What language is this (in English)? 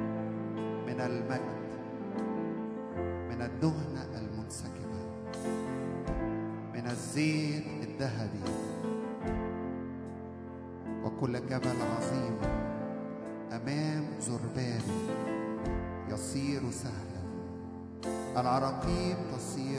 Arabic